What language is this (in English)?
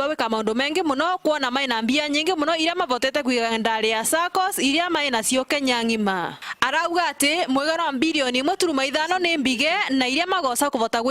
Meru